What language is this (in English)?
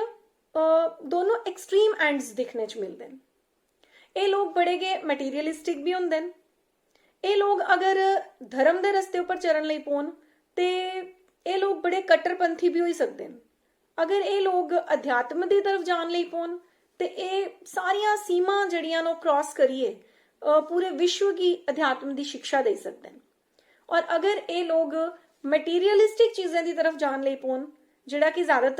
Dogri